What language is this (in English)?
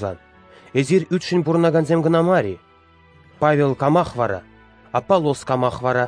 Chuvash